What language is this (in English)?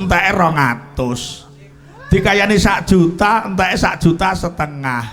Javanese